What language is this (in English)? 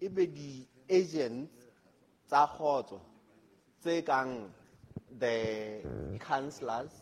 Southern Sotho